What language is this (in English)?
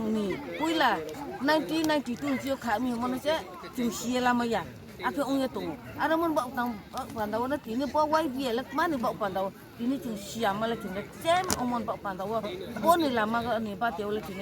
Riang (India)